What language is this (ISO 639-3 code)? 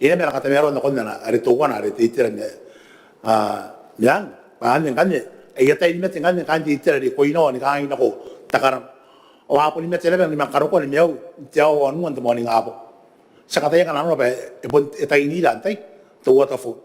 gil